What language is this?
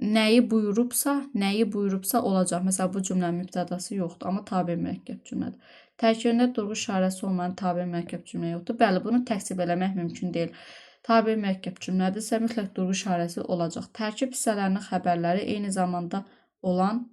Azerbaijani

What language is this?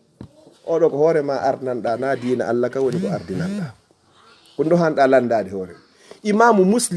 Fula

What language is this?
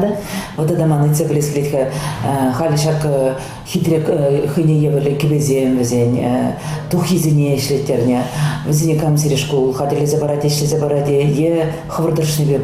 Chuvash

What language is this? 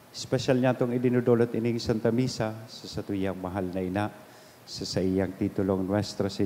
Bikol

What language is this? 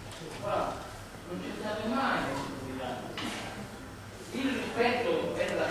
Italian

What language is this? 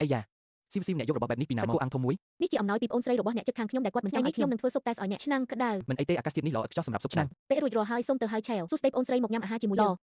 Khmer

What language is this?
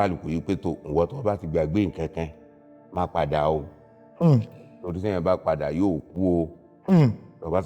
Yoruba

